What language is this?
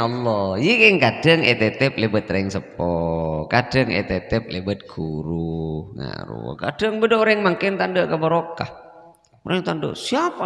Madurese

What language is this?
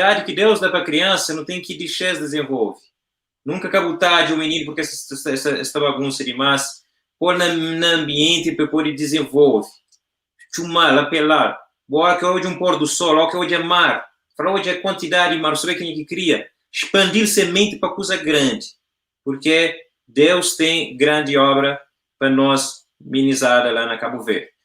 Kabuverdianu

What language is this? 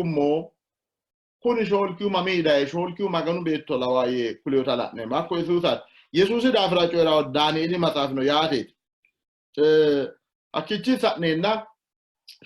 Sidamo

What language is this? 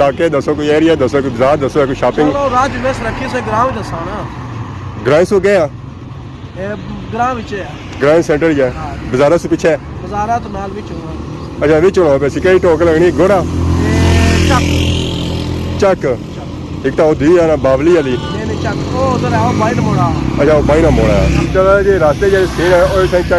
Pahari-Potwari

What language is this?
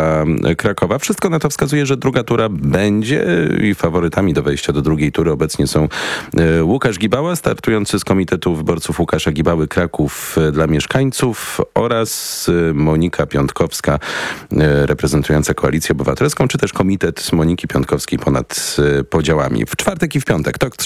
Polish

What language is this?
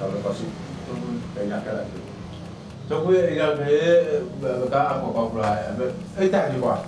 Ewe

